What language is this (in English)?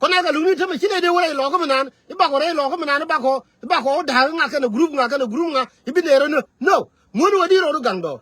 Nuer